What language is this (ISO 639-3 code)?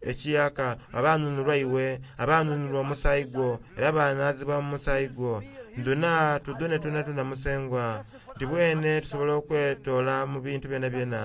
xog